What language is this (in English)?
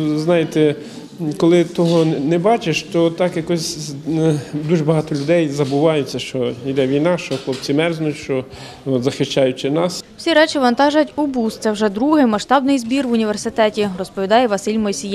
Ukrainian